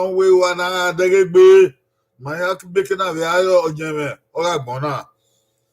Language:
Bini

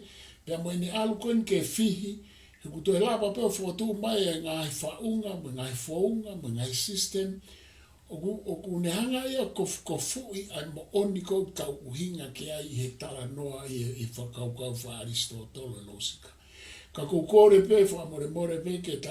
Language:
Tongan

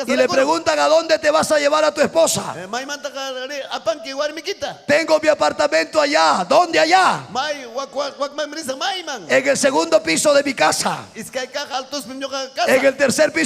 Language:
Ayacucho Quechua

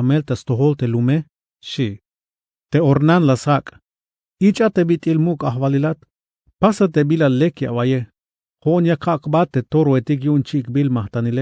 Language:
Tzeltal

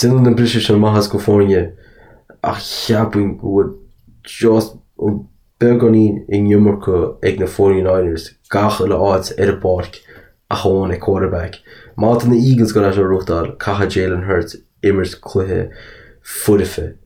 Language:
Irish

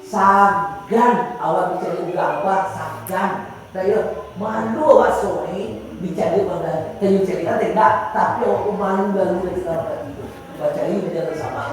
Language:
Minangkabau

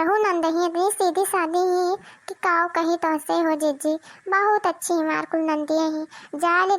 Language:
Awadhi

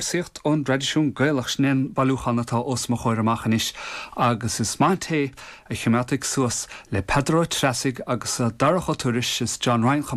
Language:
Irish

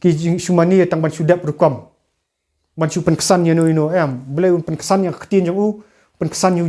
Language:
Khasi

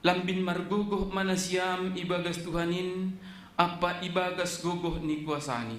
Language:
Batak Simalungun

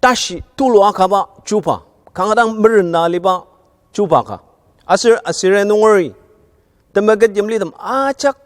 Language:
Ao Naga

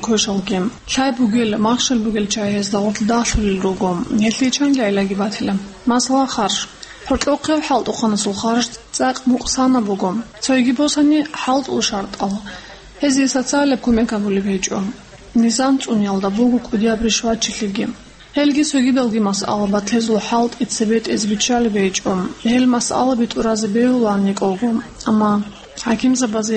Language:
Avaric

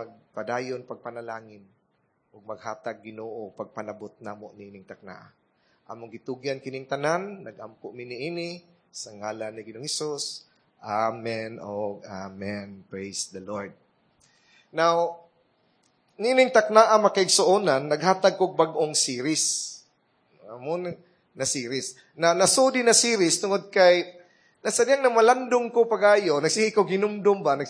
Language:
Cebuano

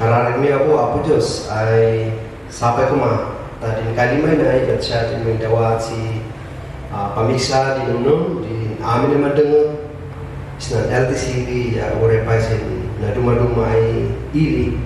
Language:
Kankanaey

